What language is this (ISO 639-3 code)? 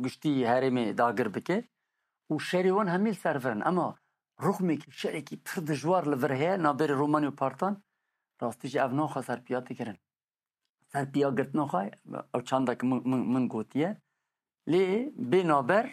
kur